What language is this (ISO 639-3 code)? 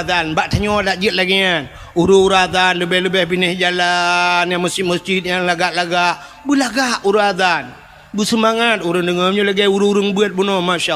ace